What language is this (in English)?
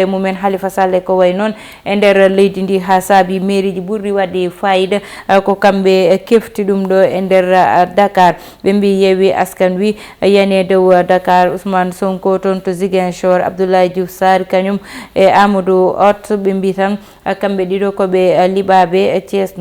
Fula